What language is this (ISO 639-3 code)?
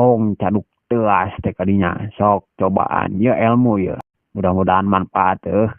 sun